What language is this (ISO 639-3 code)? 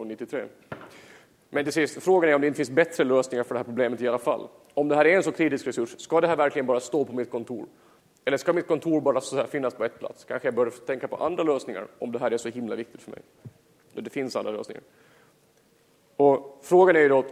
swe